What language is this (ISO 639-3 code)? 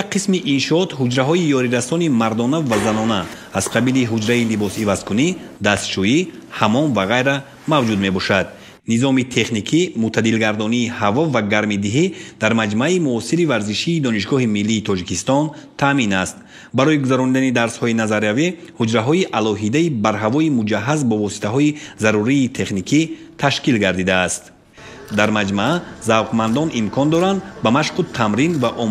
tgk